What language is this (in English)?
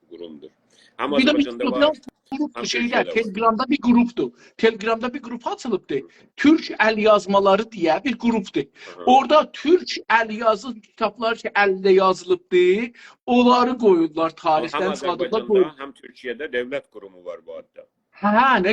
South Azerbaijani